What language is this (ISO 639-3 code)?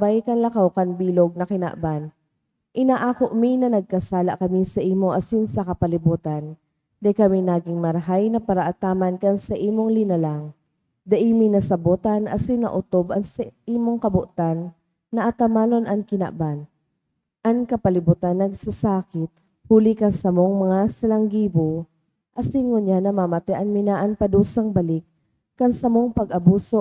bik